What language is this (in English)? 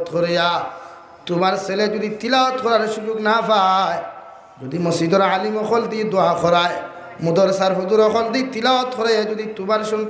Sylheti